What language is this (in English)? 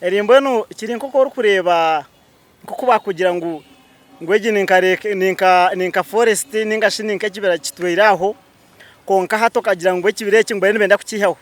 Nyankole